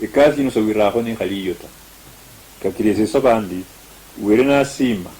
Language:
Luyia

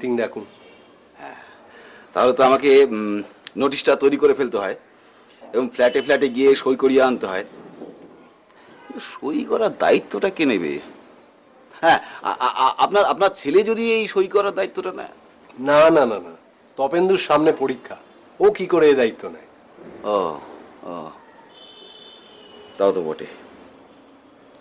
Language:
Bangla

